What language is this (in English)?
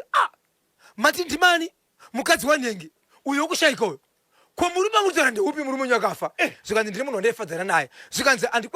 Shona